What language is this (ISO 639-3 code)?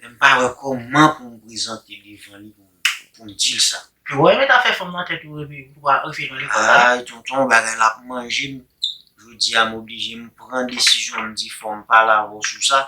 hat